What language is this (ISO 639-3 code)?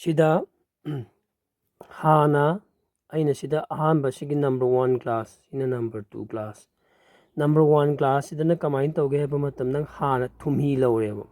mni